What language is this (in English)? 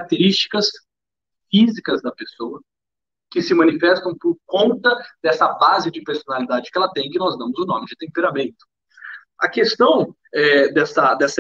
Portuguese